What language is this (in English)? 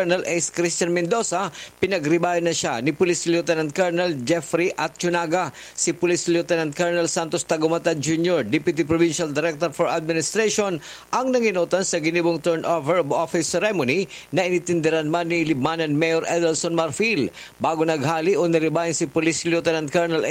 Bikol